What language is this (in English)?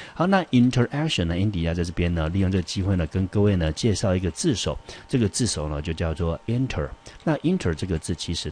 Chinese